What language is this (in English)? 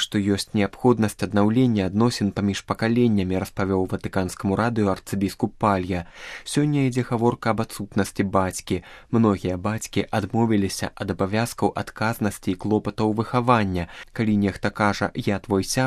Belarusian